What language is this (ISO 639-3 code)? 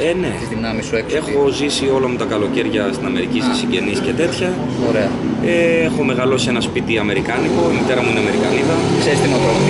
ell